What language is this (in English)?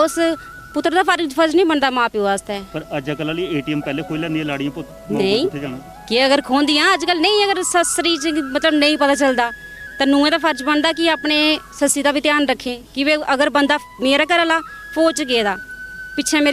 Dogri